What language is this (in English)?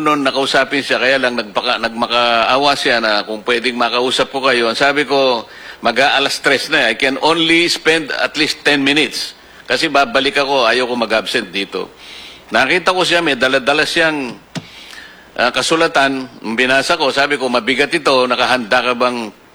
Filipino